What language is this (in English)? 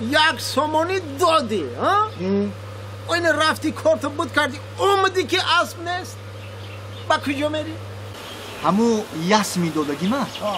Tajik